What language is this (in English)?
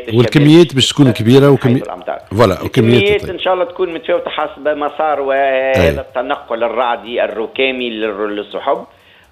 Tunisian Arabic